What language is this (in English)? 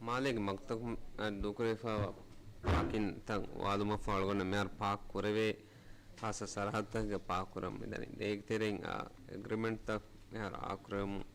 Divehi